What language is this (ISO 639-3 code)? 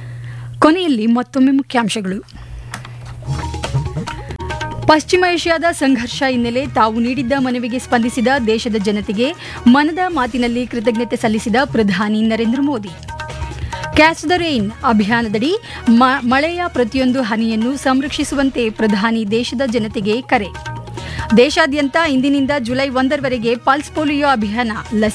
kan